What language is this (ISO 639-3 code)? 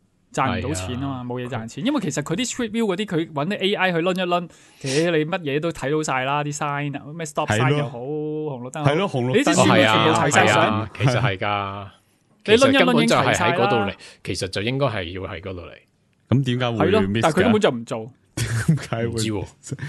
yue